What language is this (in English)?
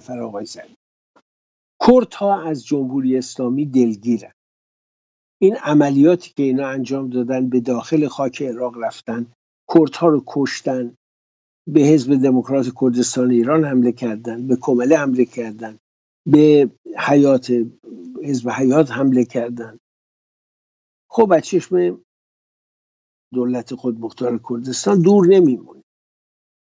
Persian